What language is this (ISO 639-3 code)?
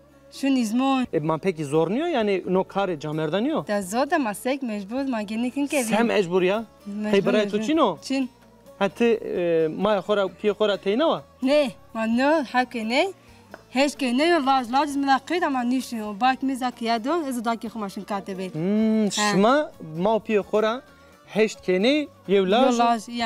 zza